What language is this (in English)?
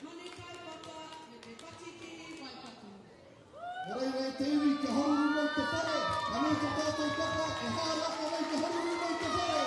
Māori